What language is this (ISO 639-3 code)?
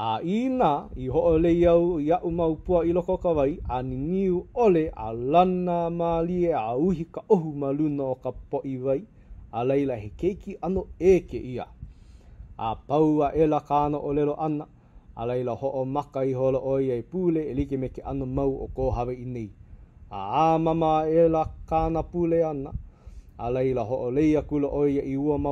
haw